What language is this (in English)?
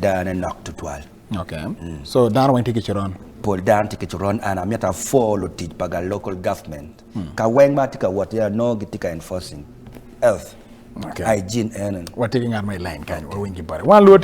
Acoli